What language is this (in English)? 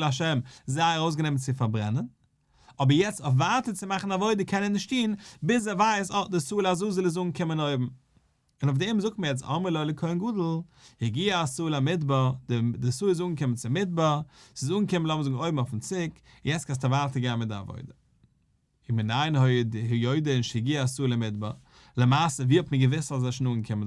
Yiddish